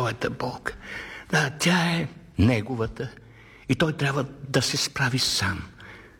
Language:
Bulgarian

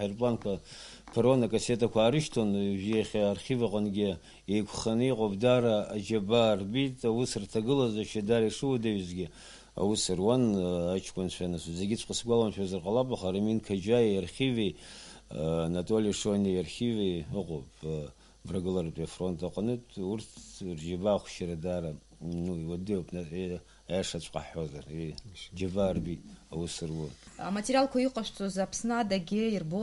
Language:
Abkhazian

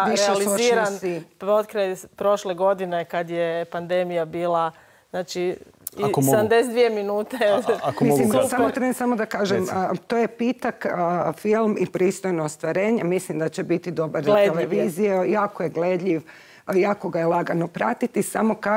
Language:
Croatian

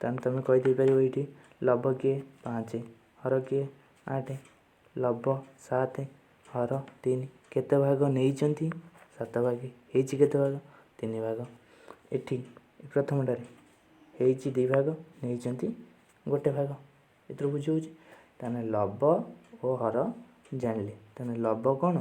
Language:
Odia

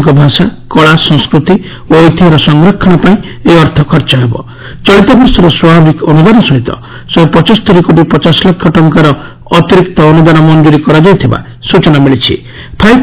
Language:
Odia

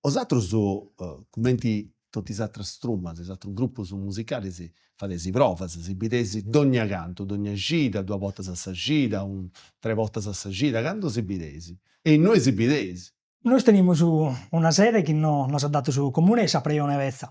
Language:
Sardinian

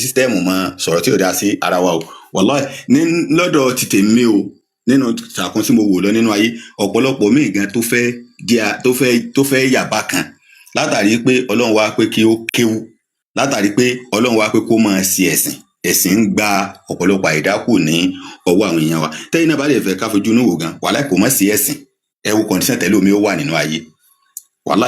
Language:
Yoruba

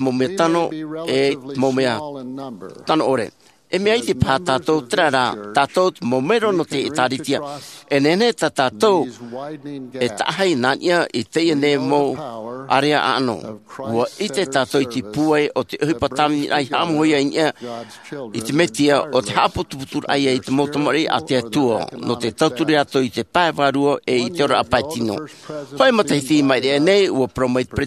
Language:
Tahitian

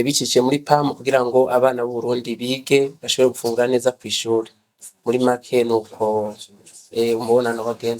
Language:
Rundi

